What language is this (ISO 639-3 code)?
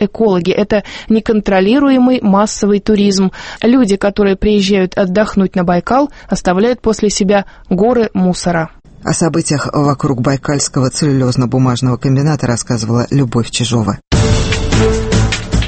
rus